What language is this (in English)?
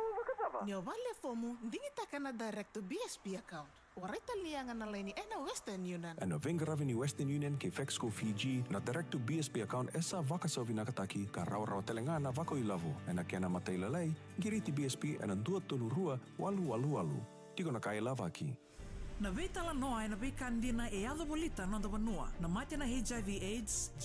Fijian